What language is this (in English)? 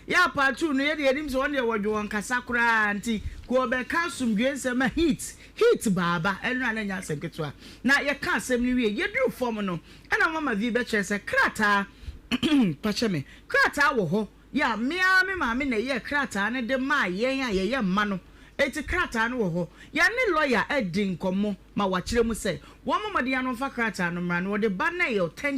Akan